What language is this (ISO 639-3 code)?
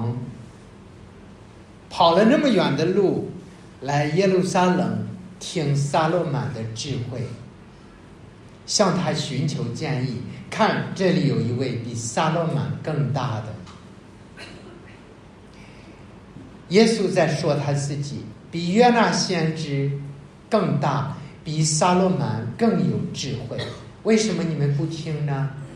zho